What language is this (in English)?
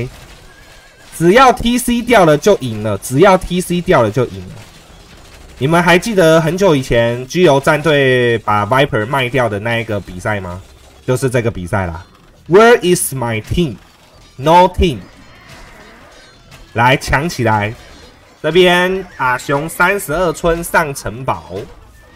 Chinese